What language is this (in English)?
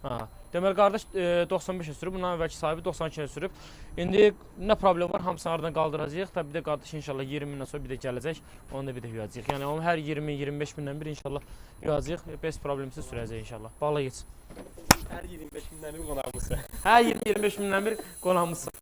Azerbaijani